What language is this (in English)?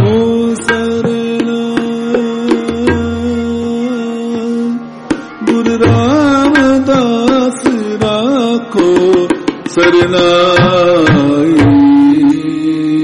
Punjabi